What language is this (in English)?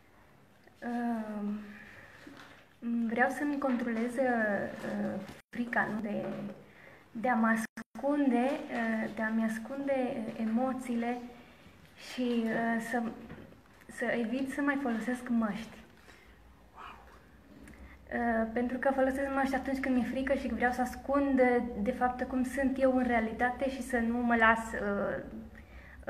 Romanian